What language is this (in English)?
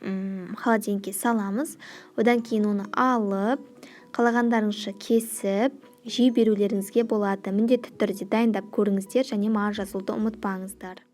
Kazakh